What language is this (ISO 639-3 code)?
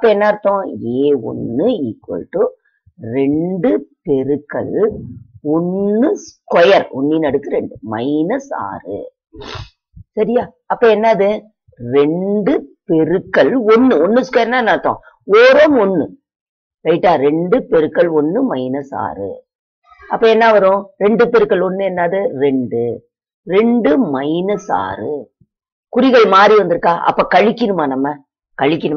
tam